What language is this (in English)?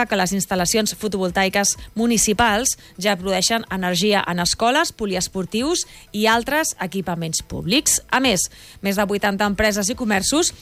Catalan